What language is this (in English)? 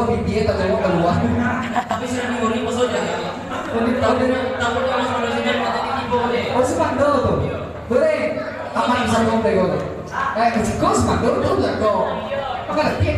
Minangkabau